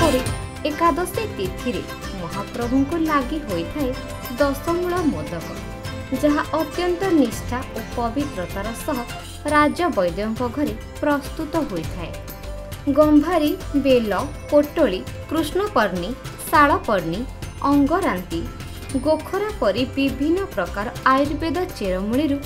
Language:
Odia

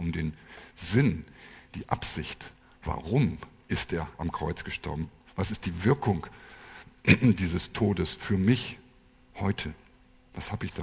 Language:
German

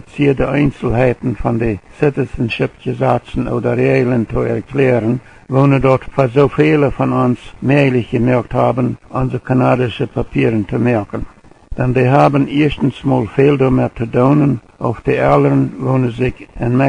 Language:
Plautdietsch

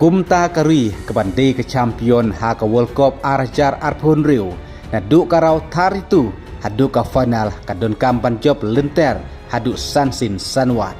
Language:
Khasi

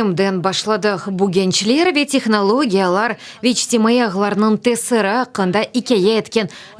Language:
Crimean Tatar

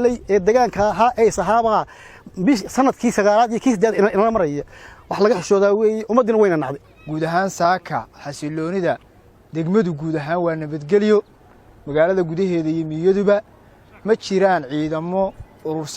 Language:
Somali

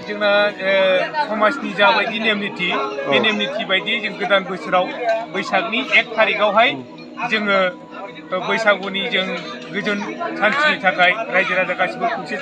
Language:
Bodo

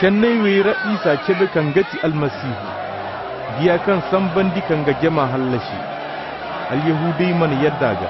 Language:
Koyraboro Senni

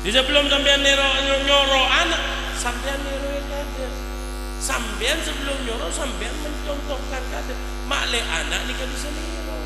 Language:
Madurese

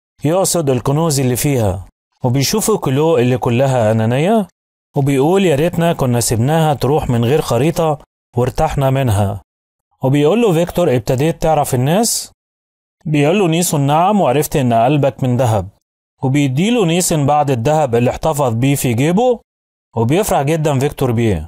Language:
Egyptian Arabic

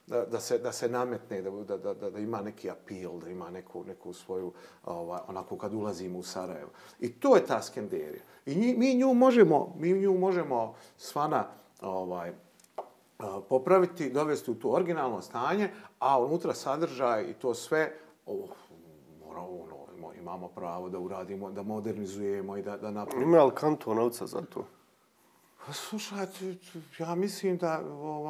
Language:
Bosnian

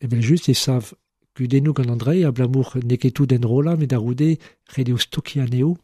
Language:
Breton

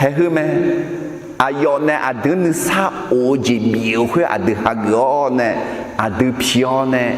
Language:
Akha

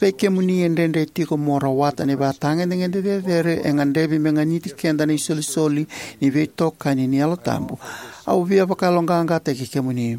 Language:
Fijian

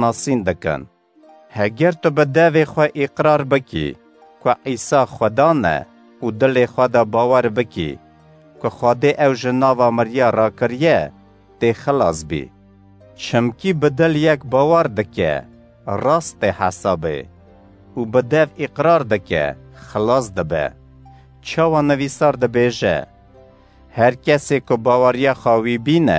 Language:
Kurdish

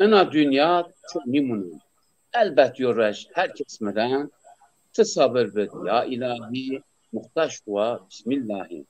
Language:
Zaza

